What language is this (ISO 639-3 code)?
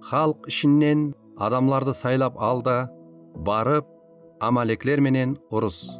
kaa